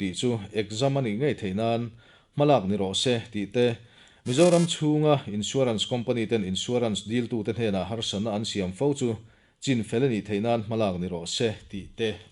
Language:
Mizo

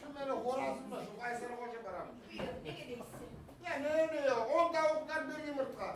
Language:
Kumyk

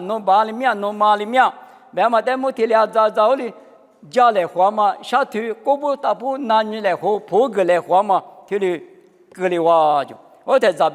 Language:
Lisu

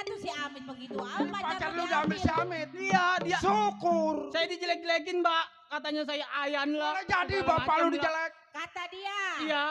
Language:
Betawi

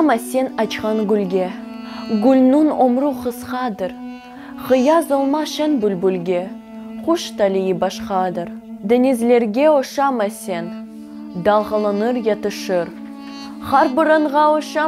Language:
Crimean Tatar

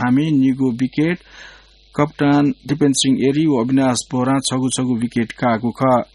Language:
Newari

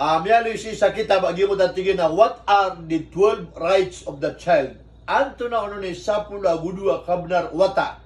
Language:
Maranao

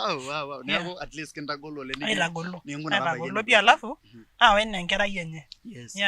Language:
Masai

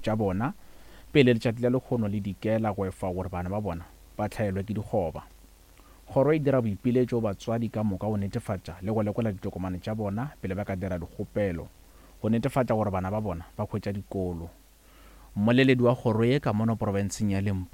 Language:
Northern Sotho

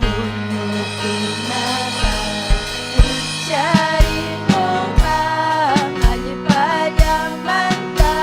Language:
Ayacucho Quechua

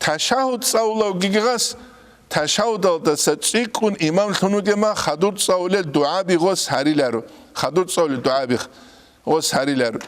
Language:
Avaric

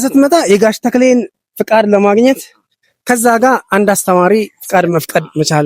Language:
Amharic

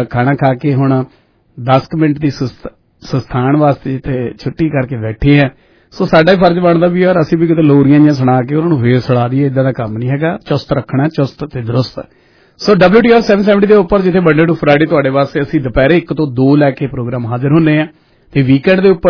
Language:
Punjabi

